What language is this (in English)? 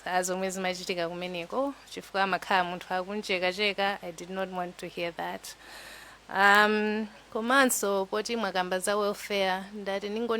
Nyanja